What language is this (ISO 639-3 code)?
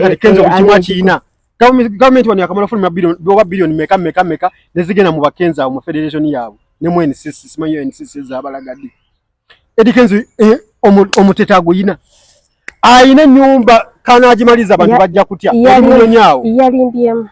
lug